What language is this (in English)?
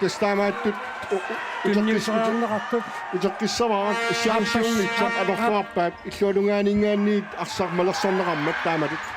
Kalaallisut